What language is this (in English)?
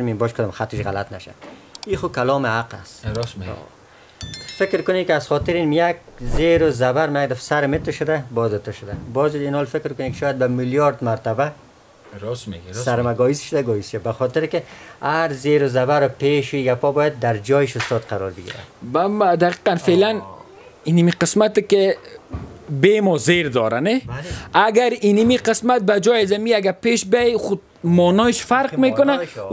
Persian